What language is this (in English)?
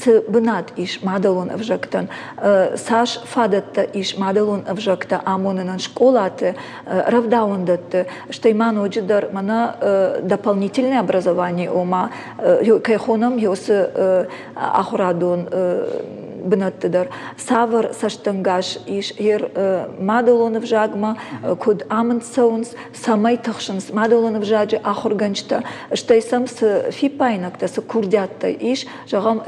Ossetic